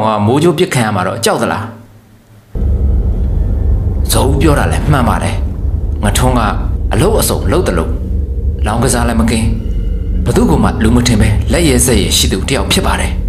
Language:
Burmese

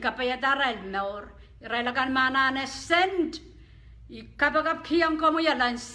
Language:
Pohnpeian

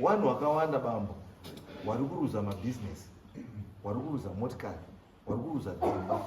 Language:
Shona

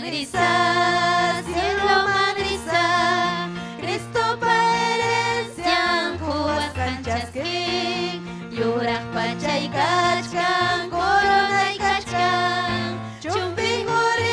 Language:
Ayacucho Quechua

